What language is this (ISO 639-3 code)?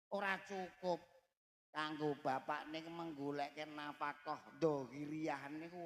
jav